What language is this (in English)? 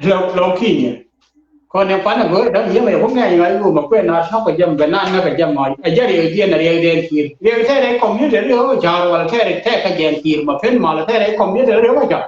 Nuer